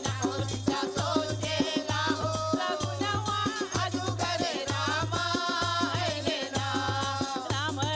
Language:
Bhojpuri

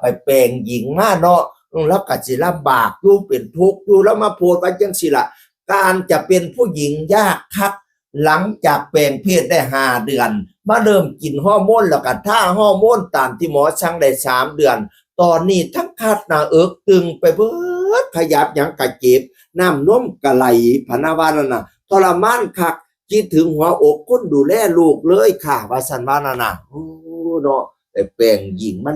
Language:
Northeastern Thai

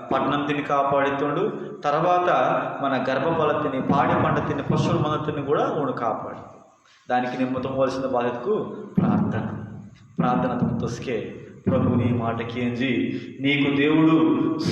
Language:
Koya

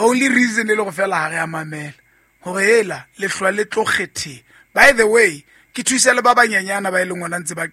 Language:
Southern Sotho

